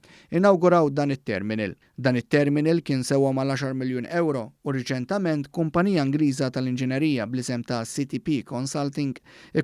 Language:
Maltese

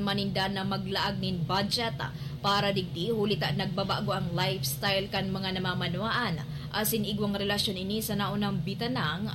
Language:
Bikol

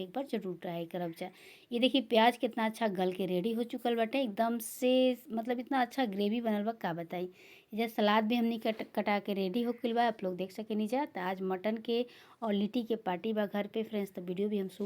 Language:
Bhojpuri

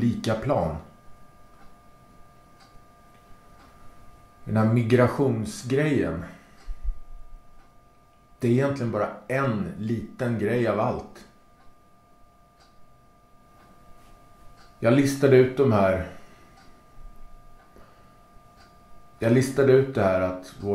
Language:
Swedish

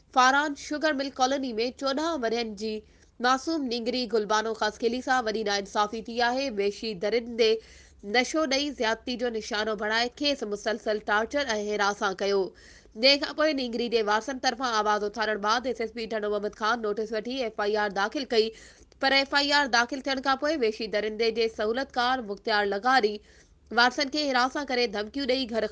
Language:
Sindhi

